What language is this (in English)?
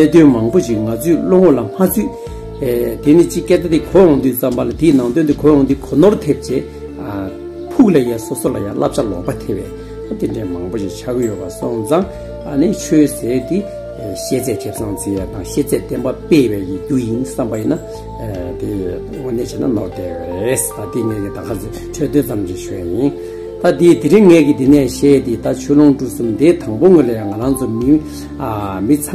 Tibetan